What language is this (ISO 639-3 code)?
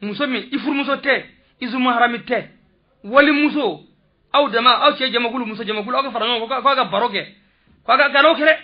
bam